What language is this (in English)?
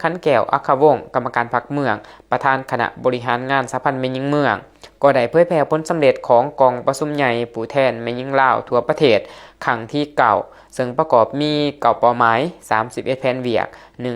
Lao